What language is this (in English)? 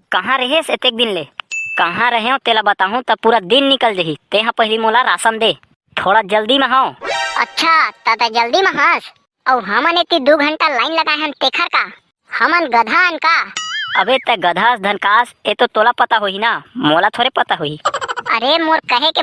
Chhattisgarhi